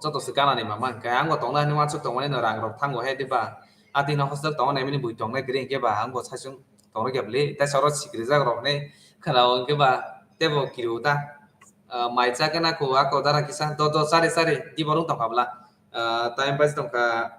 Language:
Kok Borok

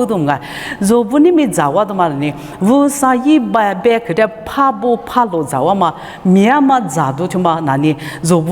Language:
Lisu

